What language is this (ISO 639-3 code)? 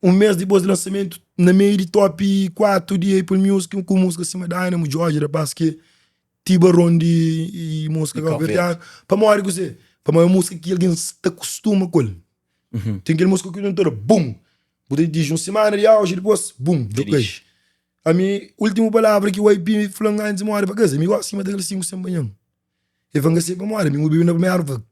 kea